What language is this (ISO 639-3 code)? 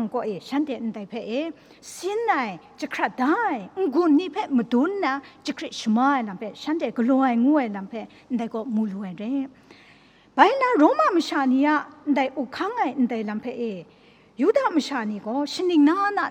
kac